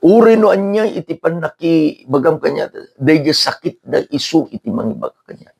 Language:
Iloko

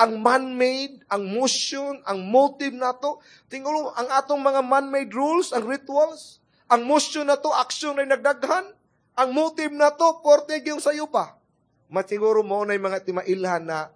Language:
Cebuano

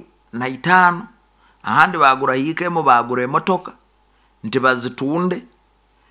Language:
Nyoro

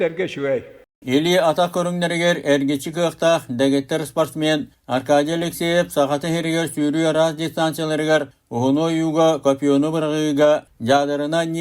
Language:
Yakut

